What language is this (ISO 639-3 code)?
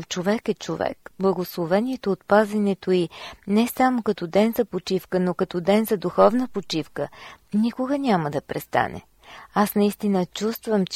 bul